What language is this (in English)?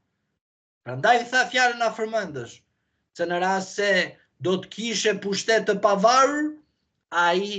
Albanian